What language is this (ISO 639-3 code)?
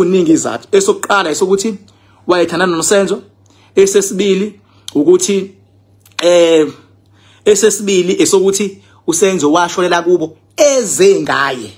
zul